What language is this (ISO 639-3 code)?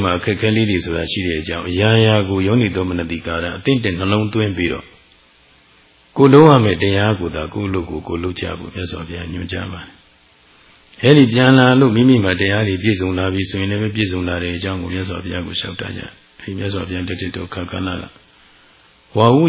mya